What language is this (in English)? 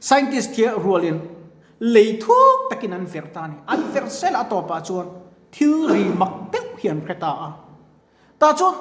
Mizo